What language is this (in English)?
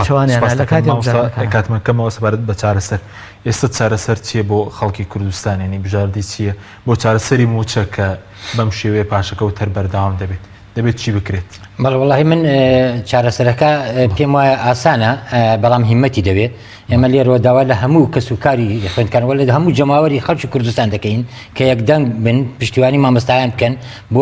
Central Kurdish